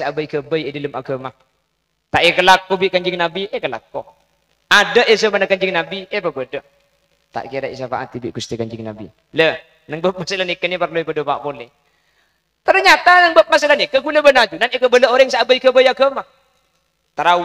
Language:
Madurese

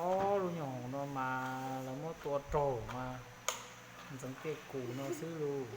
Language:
Hmong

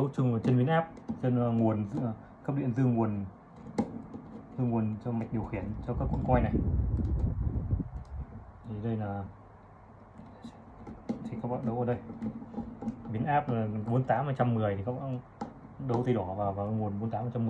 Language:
Vietnamese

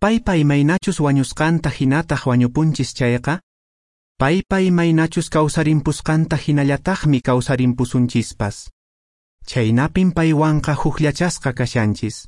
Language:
Quechua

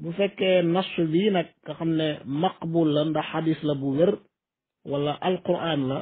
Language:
Wolof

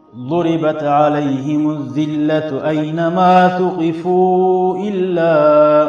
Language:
Kumyk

